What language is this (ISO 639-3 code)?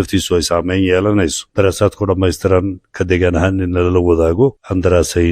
som